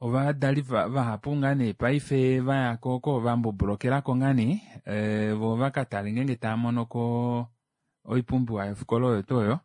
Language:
Kuanyama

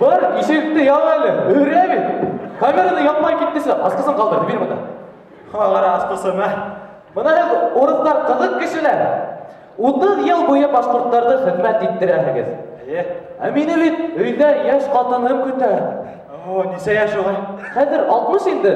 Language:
Bashkir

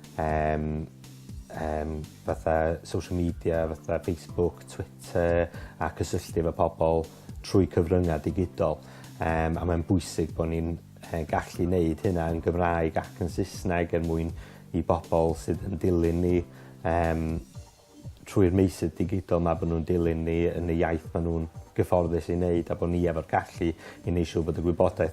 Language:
Welsh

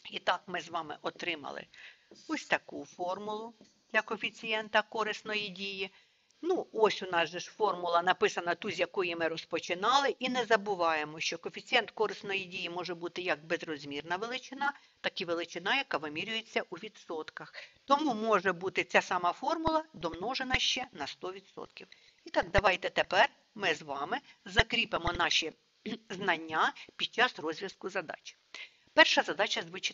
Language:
Ukrainian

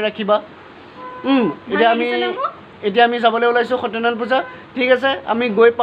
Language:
Assamese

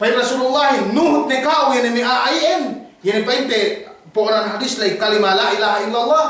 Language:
Yakan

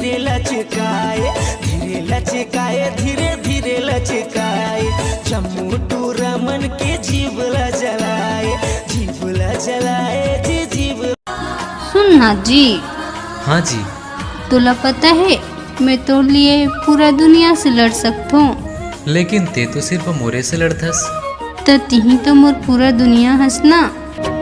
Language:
Chhattisgarhi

